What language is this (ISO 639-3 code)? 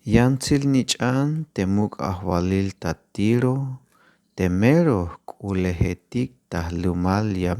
tzh